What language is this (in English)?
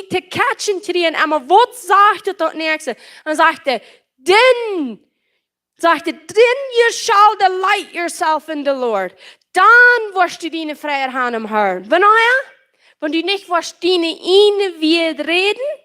Plautdietsch